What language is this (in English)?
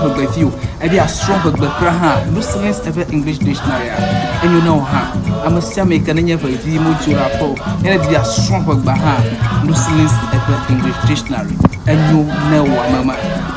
Ewe